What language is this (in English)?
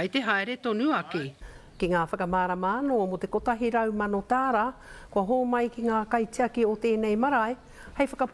Māori